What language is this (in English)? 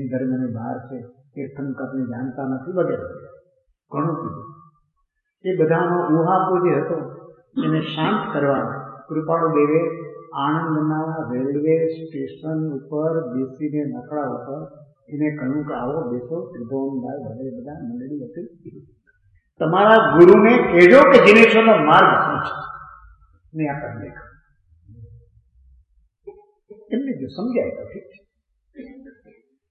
Gujarati